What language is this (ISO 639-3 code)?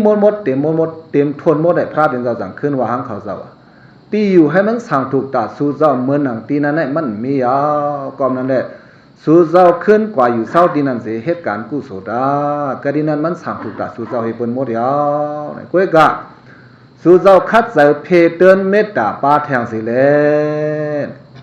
shn